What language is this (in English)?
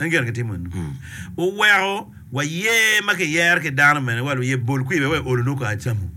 Acoli